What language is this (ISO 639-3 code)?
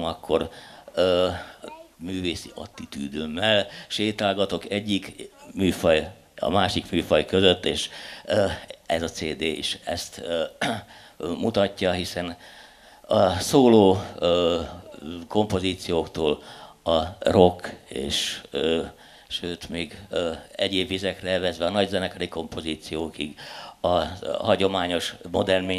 hun